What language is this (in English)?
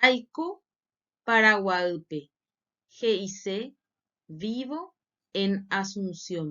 Guarani